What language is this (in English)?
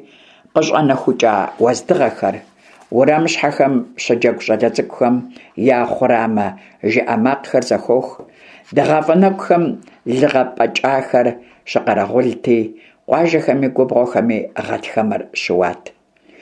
Kabardian